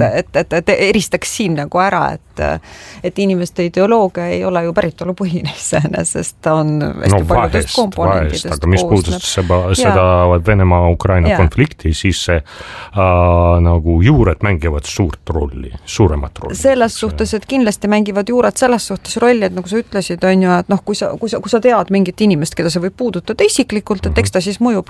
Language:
Estonian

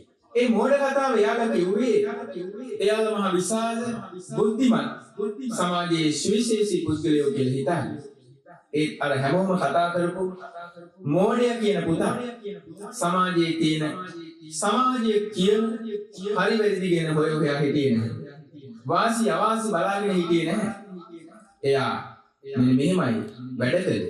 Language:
Sinhala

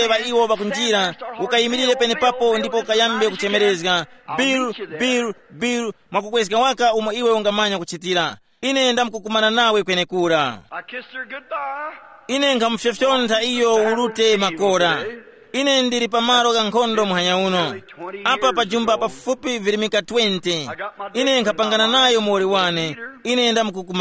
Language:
Tumbuka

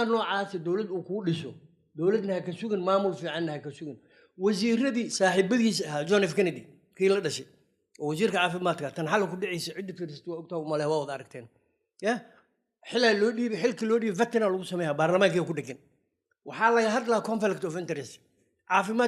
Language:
Somali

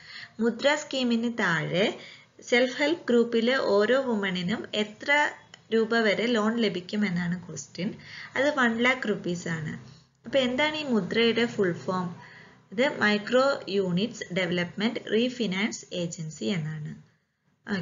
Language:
Malayalam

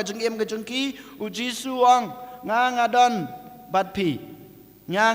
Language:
Khasi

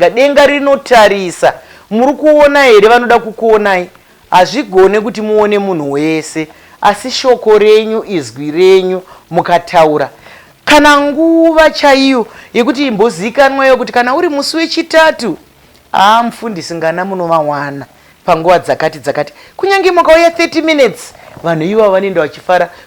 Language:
Shona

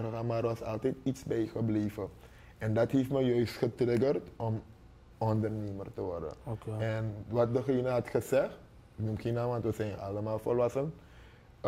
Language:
Dutch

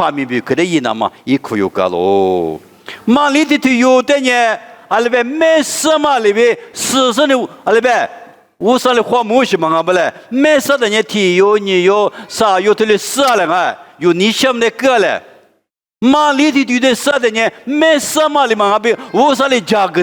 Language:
Lisu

